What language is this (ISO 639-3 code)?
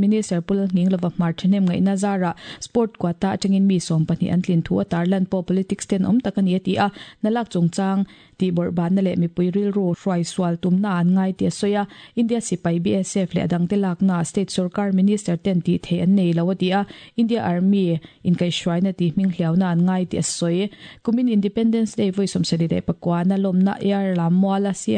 lus